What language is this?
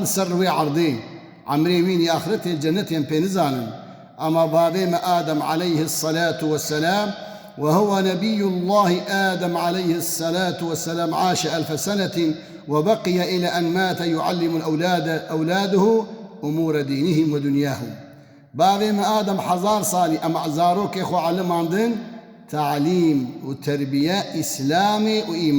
Kurdish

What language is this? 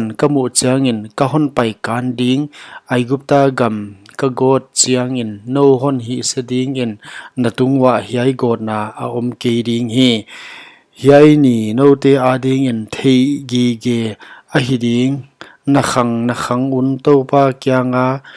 Paite Chin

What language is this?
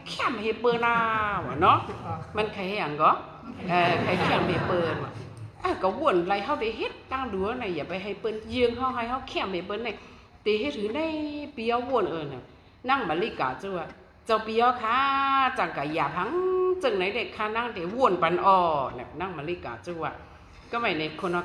Shan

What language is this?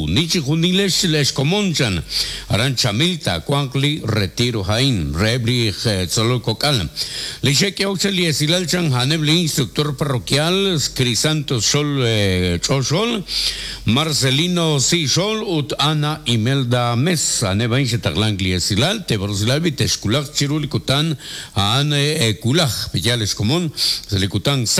Kekchí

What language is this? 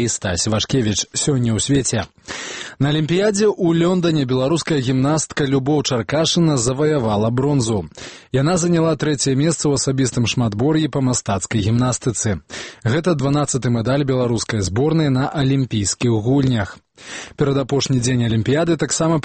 Belarusian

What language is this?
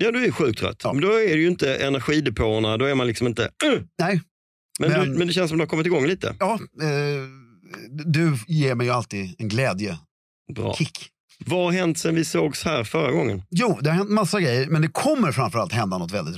Swedish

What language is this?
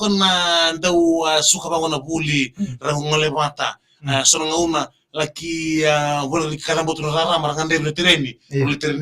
Fijian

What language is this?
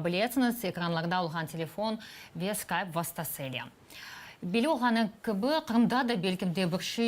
Crimean Tatar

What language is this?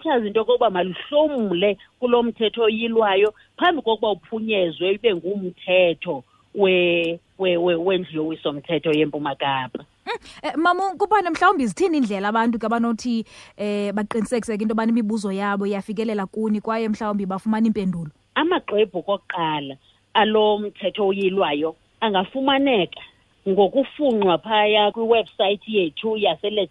Xhosa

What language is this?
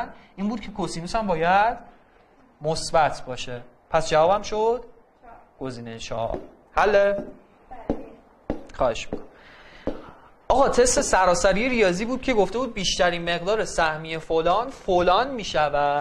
Persian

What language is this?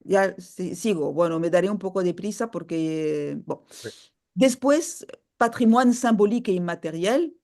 Ladino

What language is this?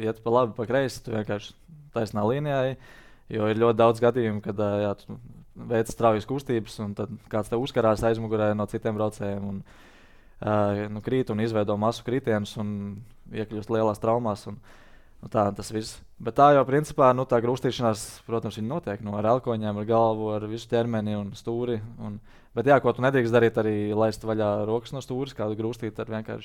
Latvian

